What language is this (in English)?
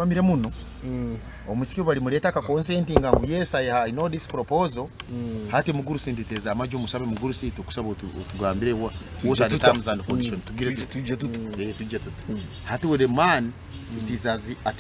Nyoro